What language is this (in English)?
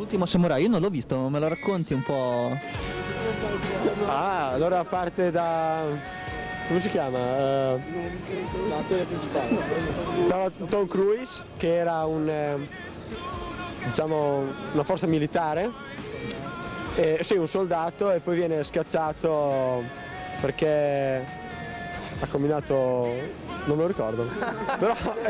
Italian